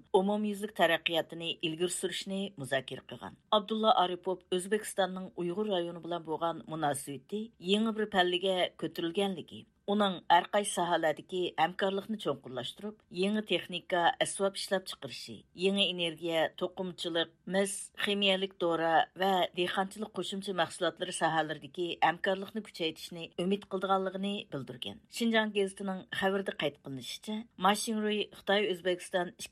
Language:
Uyghur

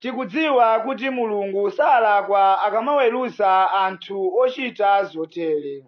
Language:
Nyanja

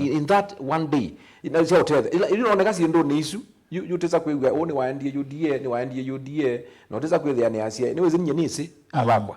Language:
Kamba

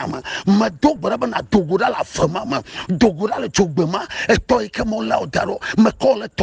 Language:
Ewe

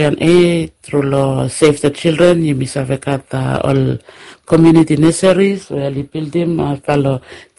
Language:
Bislama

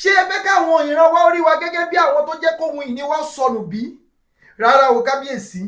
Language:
Yoruba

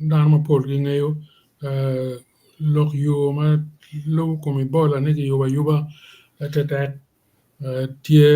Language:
Acoli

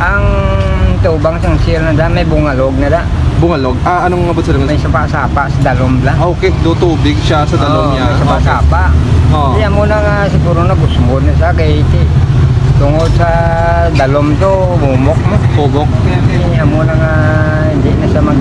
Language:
Hiligaynon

